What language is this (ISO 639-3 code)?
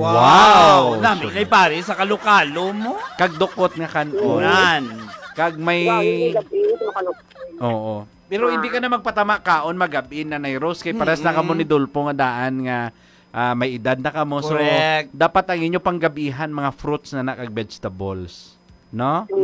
hil